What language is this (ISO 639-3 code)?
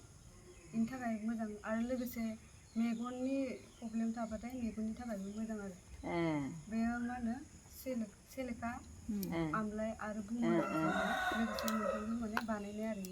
brx